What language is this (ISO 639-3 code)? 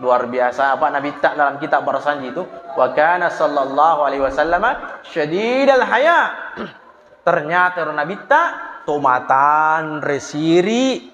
bug